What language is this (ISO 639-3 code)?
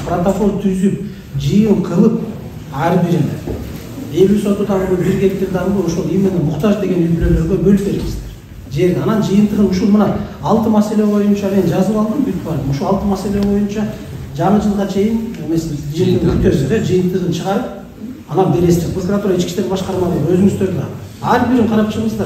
kir